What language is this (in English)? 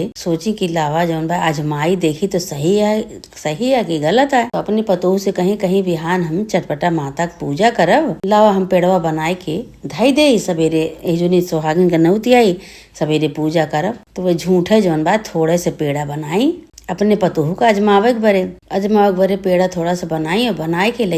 Awadhi